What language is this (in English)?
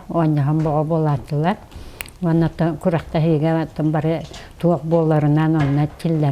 Yakut